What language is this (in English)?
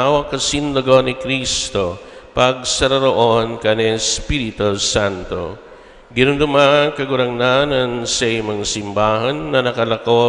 Bikol